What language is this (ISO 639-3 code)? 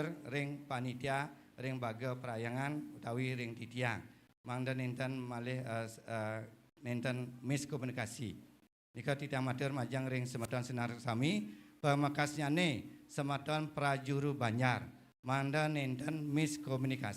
ban